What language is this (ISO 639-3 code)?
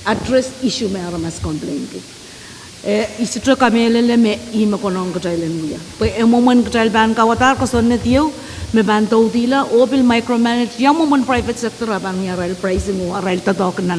pon